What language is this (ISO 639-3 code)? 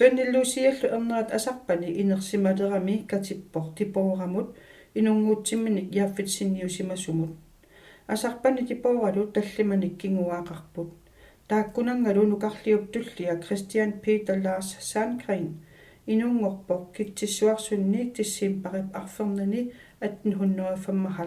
kal